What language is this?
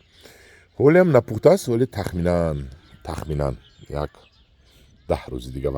Tajik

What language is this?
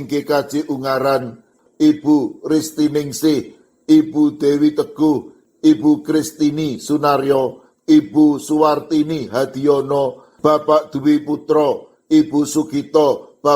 Javanese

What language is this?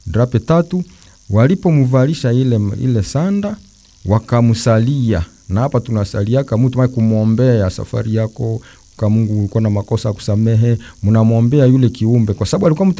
Swahili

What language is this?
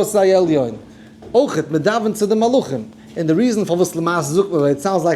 Yiddish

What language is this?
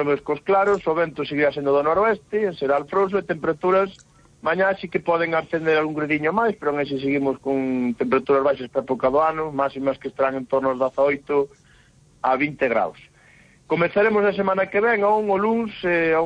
Galician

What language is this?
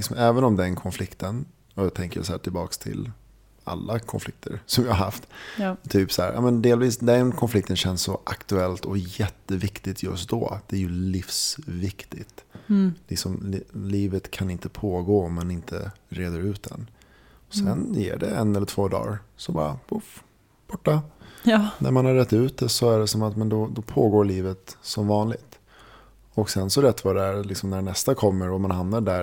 Swedish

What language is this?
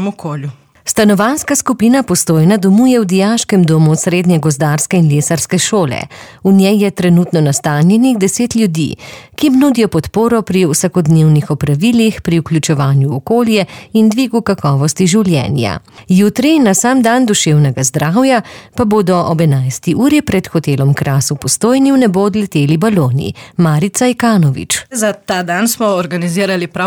Slovenian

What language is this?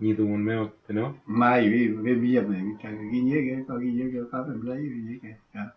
Mapuche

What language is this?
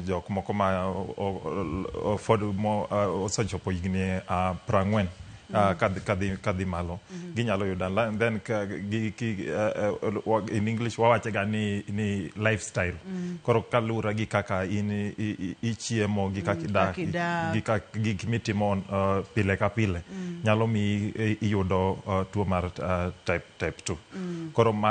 Luo (Kenya and Tanzania)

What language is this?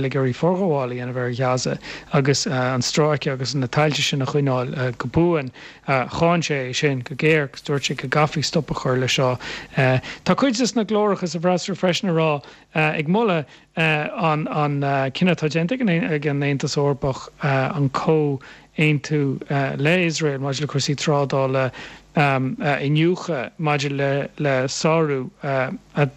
Irish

